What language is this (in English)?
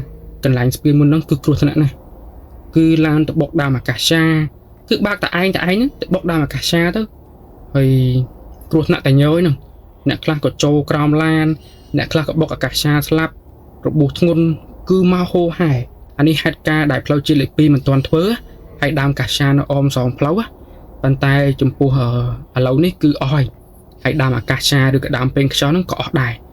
Khmer